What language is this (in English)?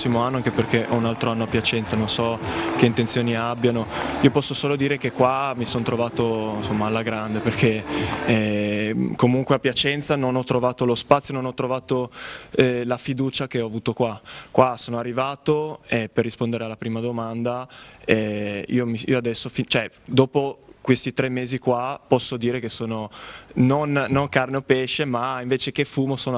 Italian